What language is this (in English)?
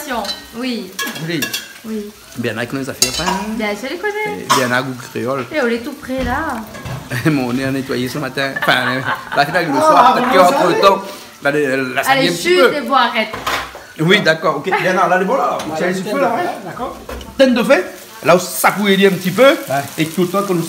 Réunion Creole French